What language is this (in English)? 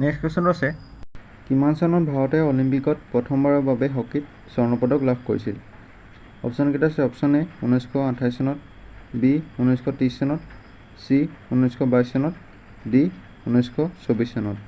Assamese